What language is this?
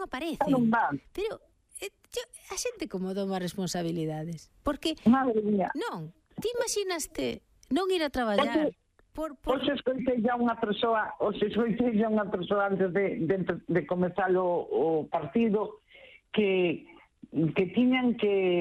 Galician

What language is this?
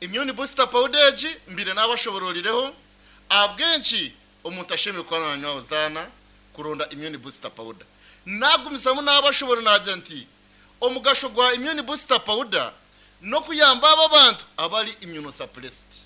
Nyankole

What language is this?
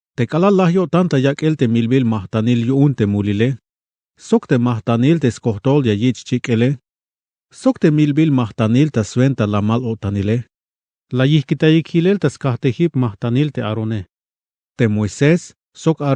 Tzeltal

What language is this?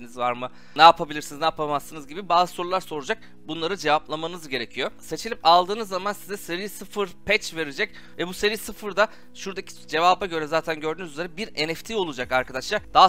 Turkish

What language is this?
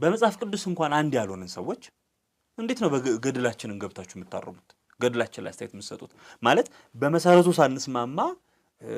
Amharic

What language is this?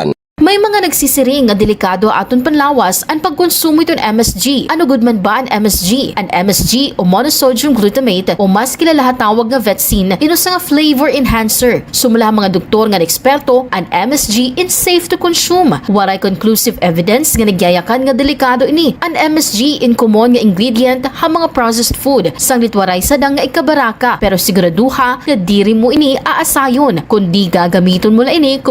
Waray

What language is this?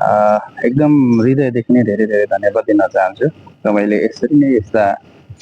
Nepali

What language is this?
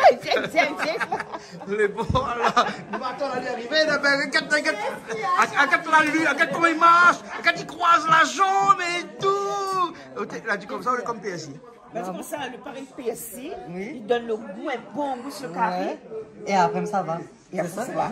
Réunion Creole French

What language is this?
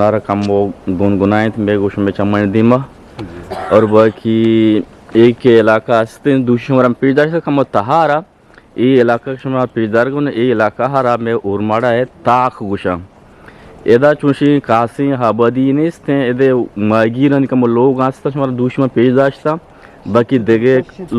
Eastern Balochi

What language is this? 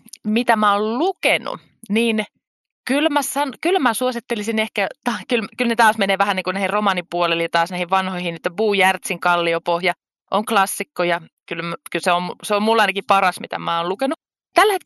Finnish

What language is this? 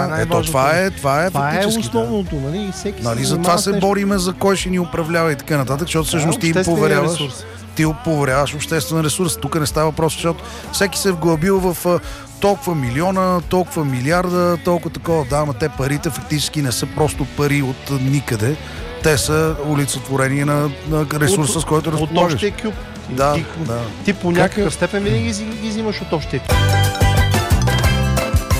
Bulgarian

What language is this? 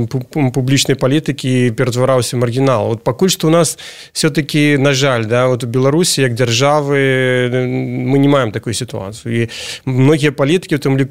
Belarusian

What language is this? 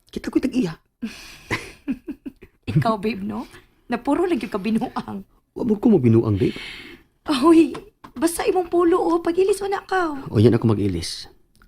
Cebuano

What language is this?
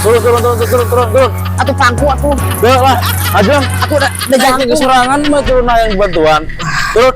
Sundanese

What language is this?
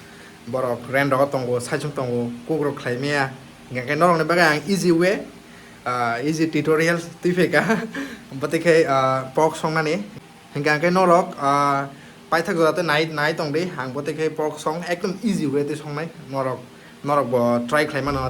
Kok Borok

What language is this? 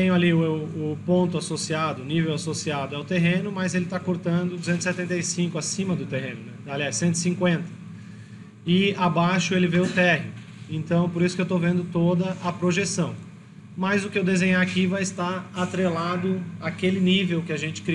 Portuguese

